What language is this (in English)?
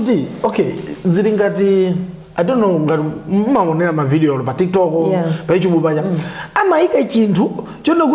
Nyanja